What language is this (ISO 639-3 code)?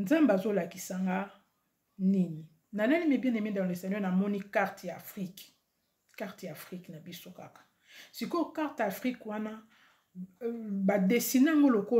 lin